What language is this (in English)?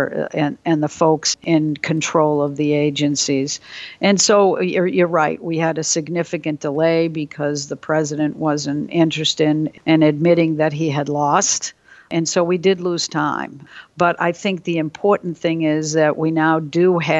English